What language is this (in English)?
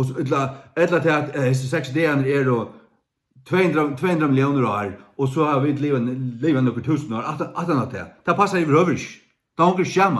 Faroese